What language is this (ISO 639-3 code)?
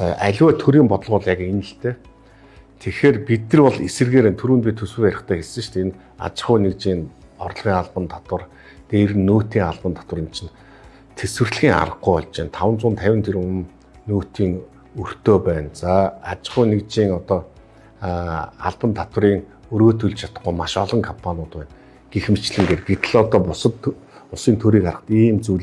mon